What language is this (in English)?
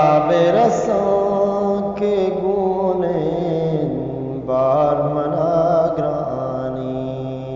Eastern Balochi